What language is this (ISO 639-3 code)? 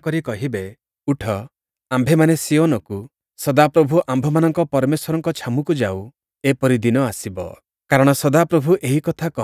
ori